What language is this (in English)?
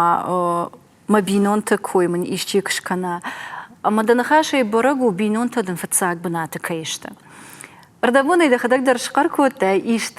Ossetic